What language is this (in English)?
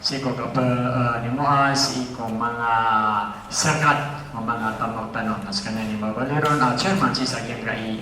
Maranao